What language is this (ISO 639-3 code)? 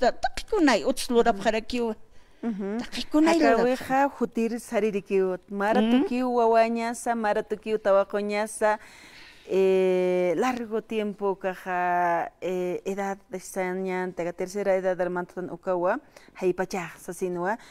aym